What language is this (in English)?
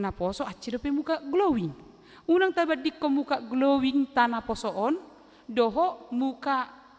Batak Toba